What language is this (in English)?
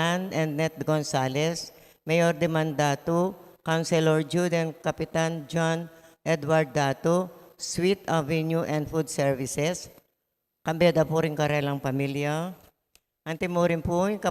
Pampanga